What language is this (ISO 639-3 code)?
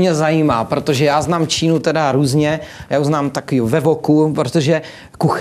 ces